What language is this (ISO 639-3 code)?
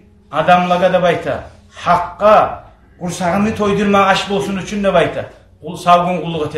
kum